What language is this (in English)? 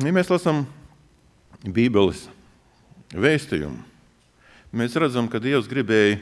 Latvian